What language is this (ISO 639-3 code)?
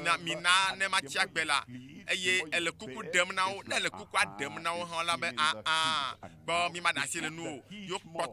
ewe